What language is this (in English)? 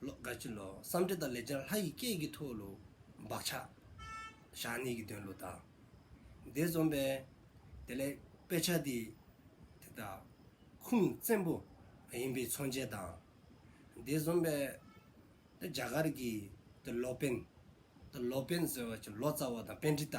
Dzongkha